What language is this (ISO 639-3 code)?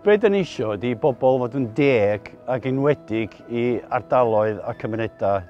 cym